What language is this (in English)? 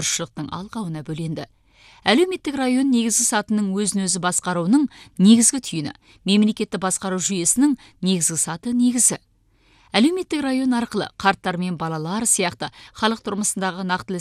Kazakh